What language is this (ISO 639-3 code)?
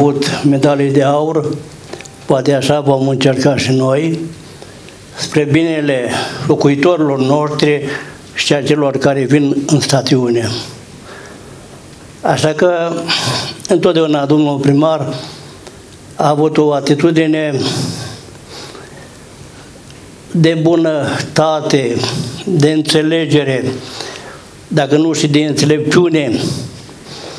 ron